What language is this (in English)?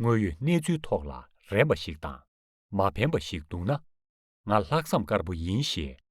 Tibetan